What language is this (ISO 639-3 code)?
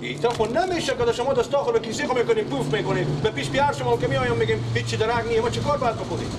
fas